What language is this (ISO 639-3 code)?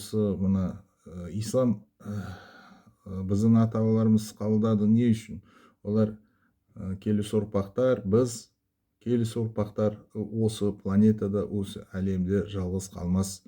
kaz